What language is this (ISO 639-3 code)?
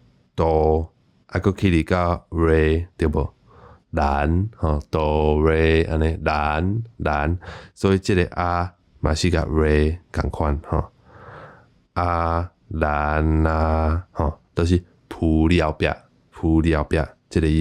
nan